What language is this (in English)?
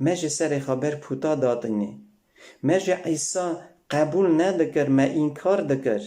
Kurdish